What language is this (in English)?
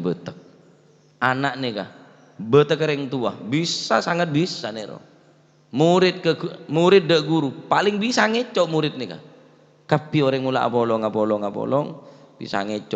Madurese